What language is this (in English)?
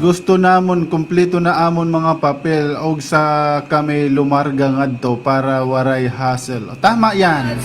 Waray